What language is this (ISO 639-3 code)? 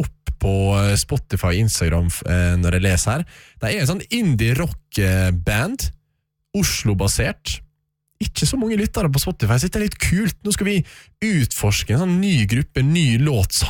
nor